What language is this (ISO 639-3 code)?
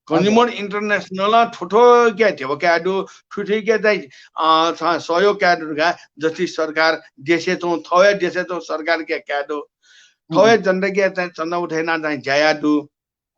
new